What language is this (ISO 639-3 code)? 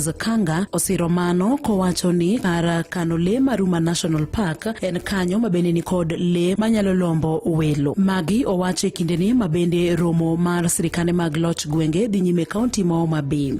luo